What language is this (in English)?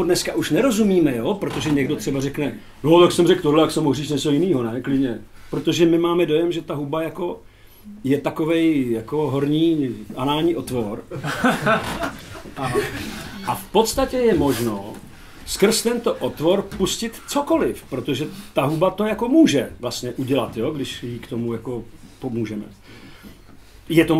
Czech